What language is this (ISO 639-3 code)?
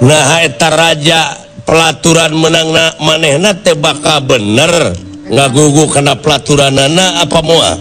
sun